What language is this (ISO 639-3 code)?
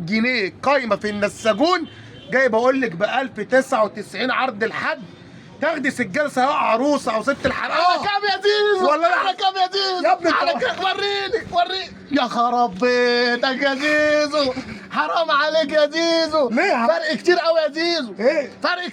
arz